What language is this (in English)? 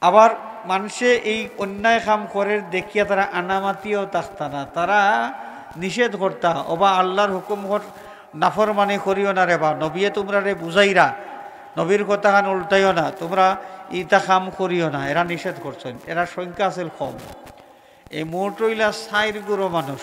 Sylheti